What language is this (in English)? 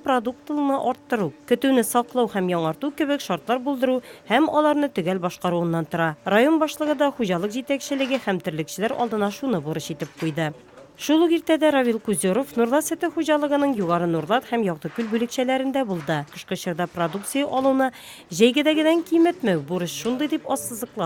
Tatar